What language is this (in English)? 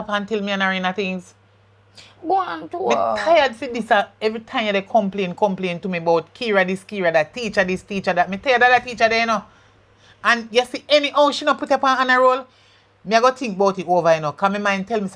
Jamaican Creole English